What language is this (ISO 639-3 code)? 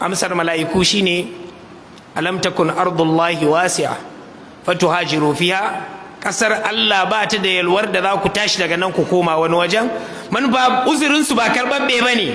hau